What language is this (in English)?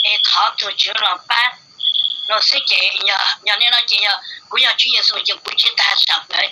Hmong